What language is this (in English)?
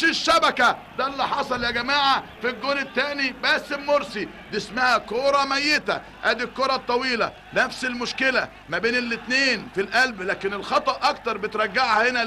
Egyptian Arabic